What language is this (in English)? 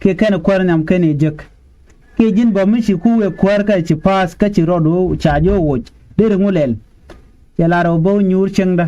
Nuer